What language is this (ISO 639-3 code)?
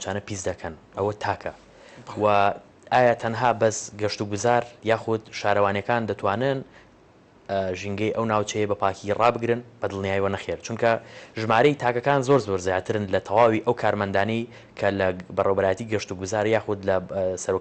ckb